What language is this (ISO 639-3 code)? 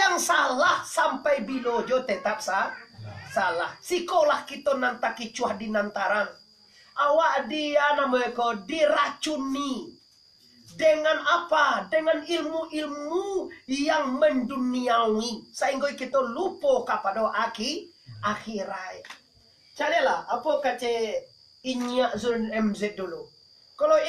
min